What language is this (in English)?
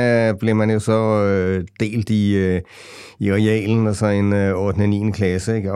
Danish